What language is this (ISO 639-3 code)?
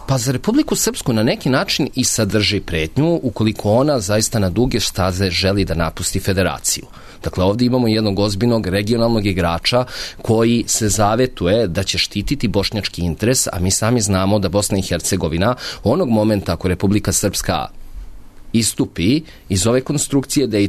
srp